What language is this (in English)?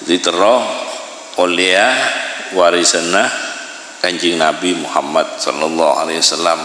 Madurese